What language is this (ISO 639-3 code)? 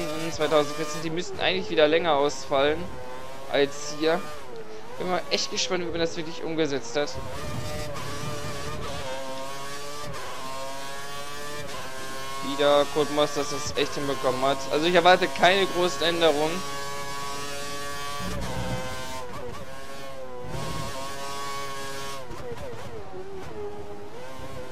deu